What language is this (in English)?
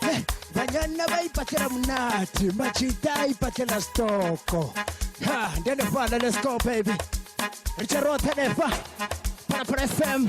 Venda